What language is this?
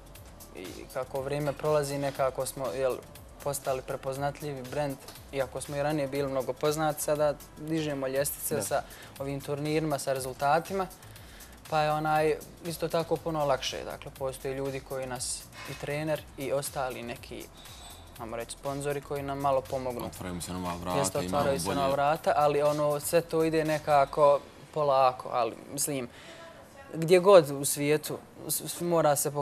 Bosnian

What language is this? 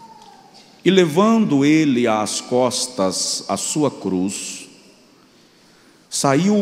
Portuguese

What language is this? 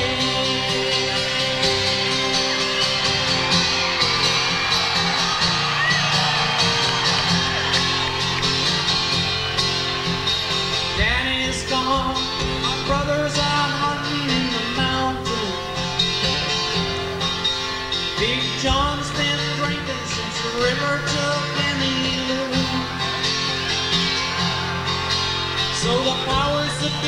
English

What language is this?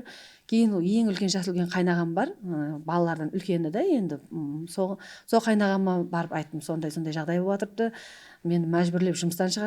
Kara-Kalpak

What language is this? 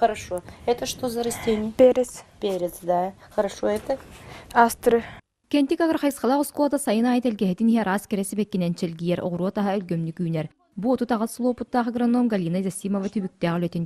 Yakut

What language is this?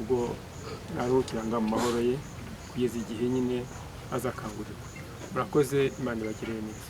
Kinyarwanda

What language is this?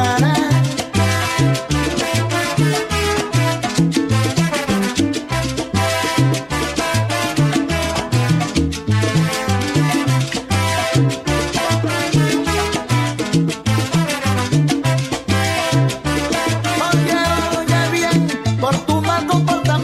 Spanish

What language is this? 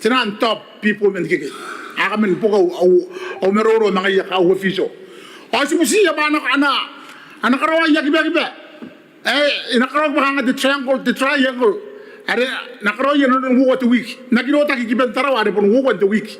Gilbertese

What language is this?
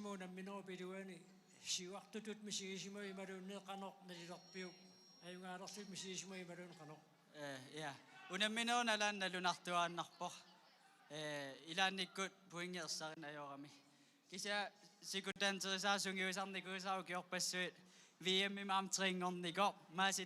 Kalaallisut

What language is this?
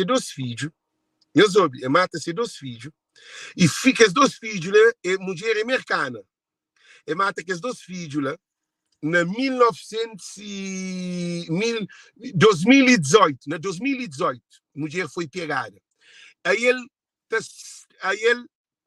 Kabuverdianu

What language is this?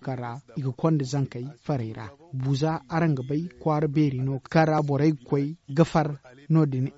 Zarma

